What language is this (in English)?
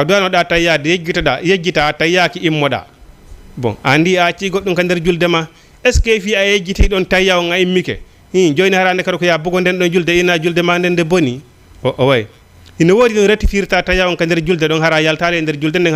Fula